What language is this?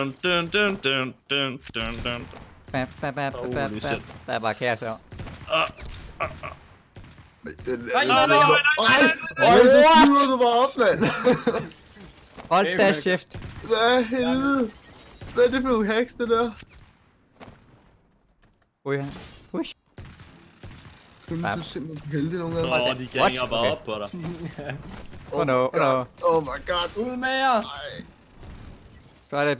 Danish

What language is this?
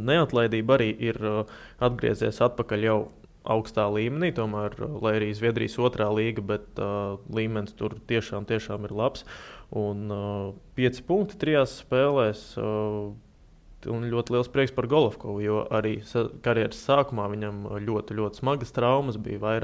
Latvian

